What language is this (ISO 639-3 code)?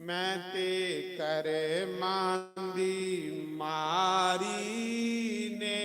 doi